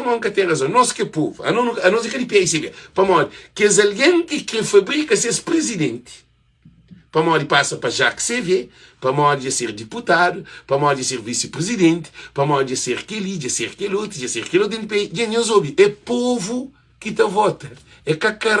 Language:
Kabuverdianu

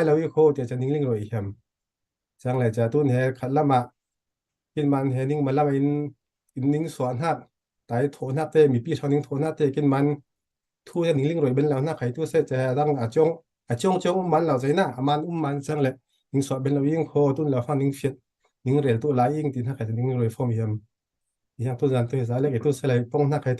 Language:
Falam Chin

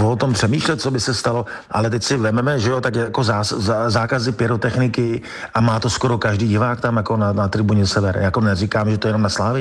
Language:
Czech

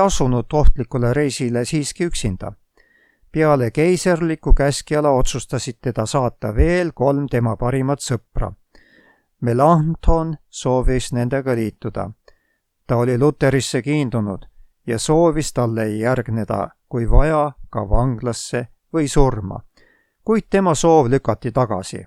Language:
Estonian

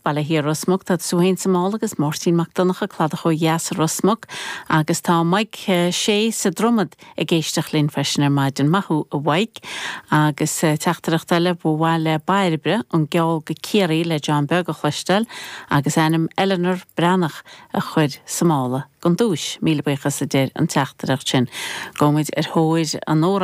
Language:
Irish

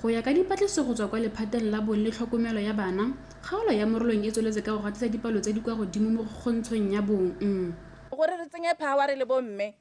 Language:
Tswana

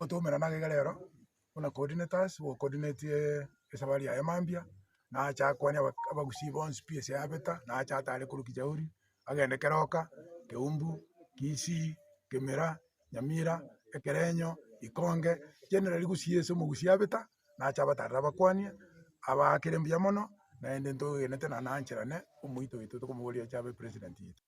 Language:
Gusii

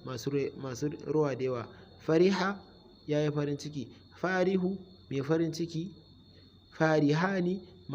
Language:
Hausa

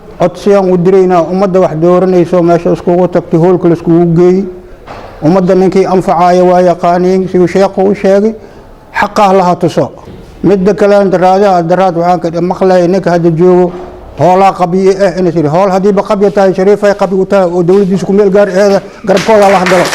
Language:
Somali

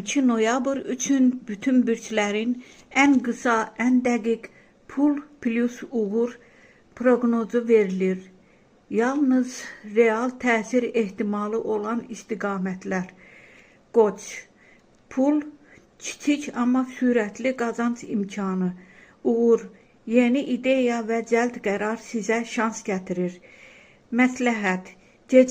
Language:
Azerbaijani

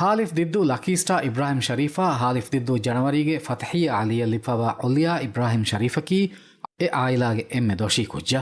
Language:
Divehi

